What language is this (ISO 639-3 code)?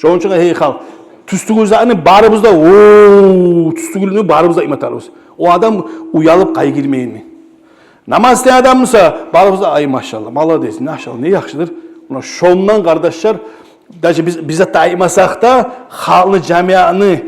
kum